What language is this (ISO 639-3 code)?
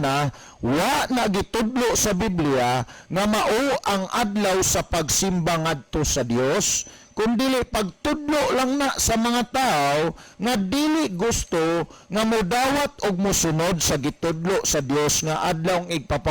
ceb